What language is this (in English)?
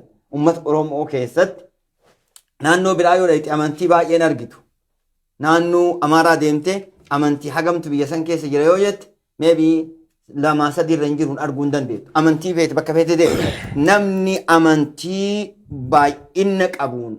Oromo